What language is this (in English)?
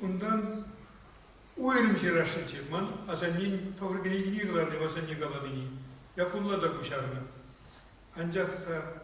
Chuvash